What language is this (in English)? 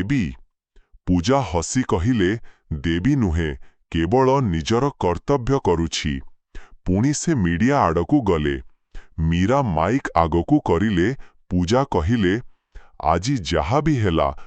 Odia